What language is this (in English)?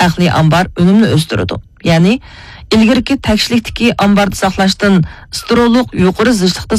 Uyghur